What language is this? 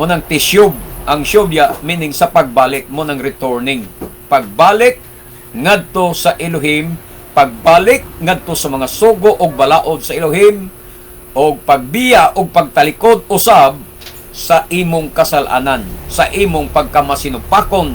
Cebuano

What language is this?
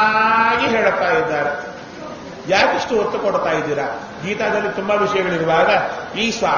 Kannada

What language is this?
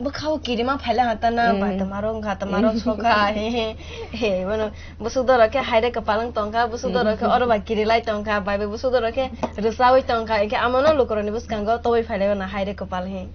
Kok Borok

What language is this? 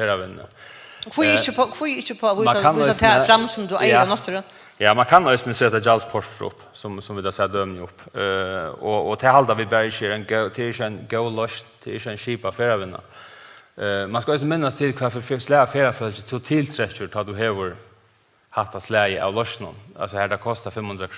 Faroese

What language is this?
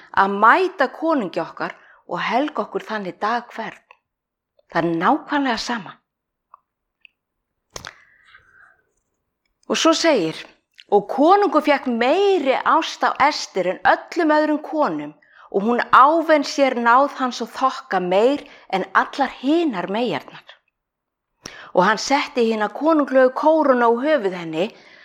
Icelandic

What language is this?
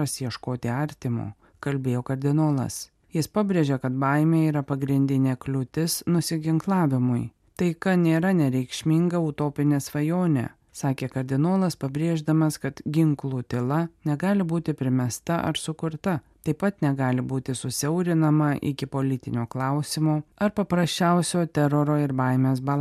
Lithuanian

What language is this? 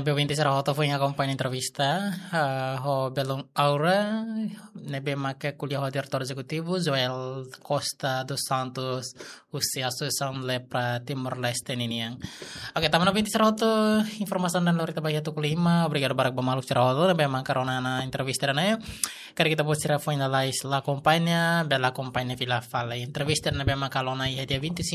Tetum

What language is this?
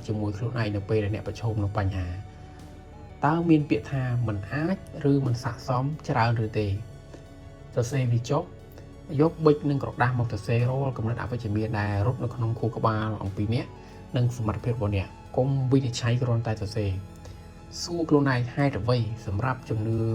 Khmer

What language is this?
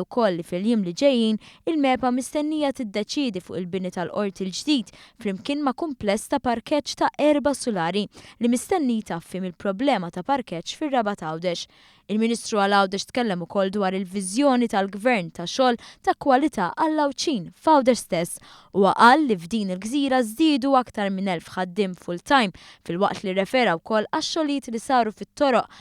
Maltese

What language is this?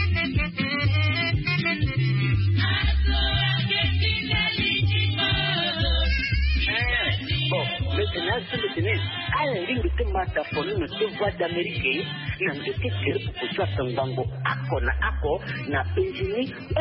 Swahili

